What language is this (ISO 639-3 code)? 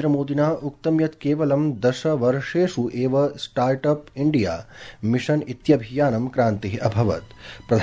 san